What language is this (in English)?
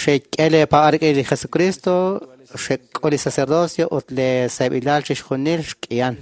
Kekchí